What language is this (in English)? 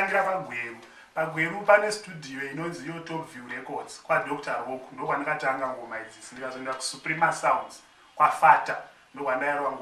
Shona